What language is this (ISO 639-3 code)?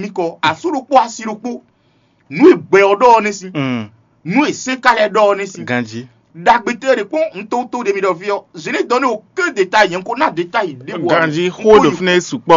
fon